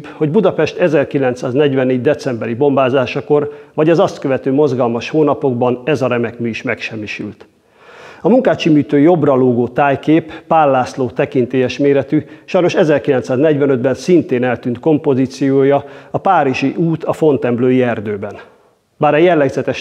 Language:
Hungarian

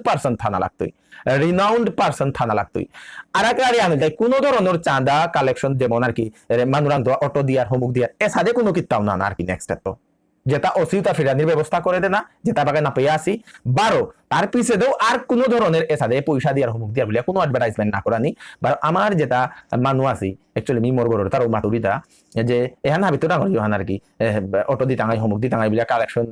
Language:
Bishnupriya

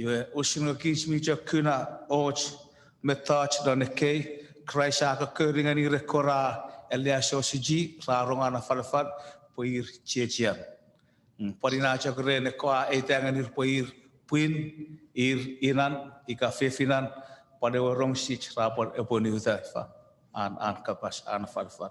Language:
Chuukese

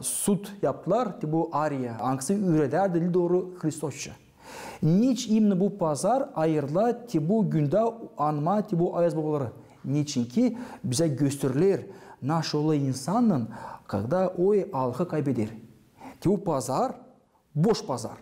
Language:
Gagauz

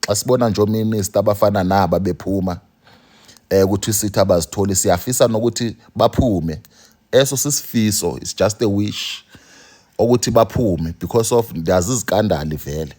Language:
Zulu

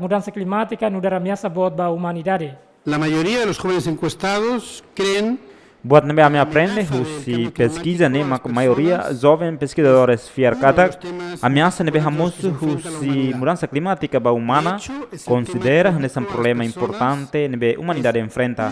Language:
Tetum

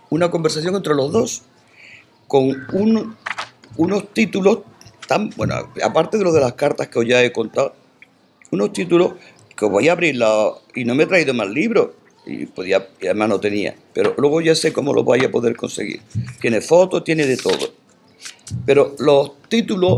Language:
Spanish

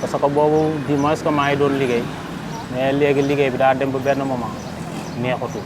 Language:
Wolof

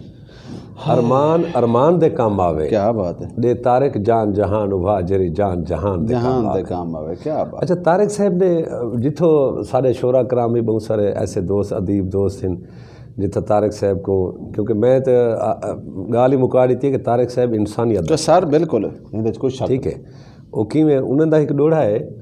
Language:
Saraiki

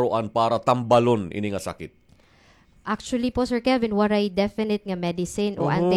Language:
Waray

